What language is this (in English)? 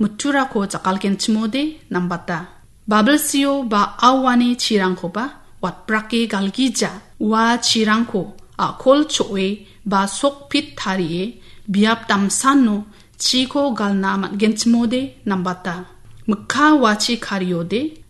Garo